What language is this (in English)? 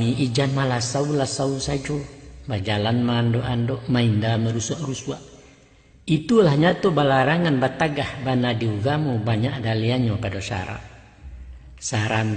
Minangkabau